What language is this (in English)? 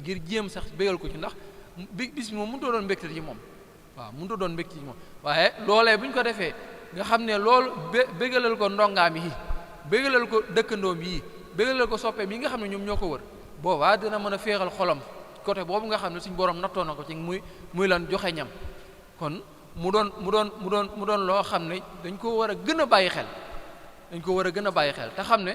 Wolof